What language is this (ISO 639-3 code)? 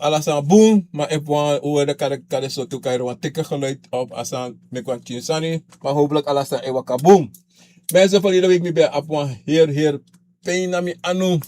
srn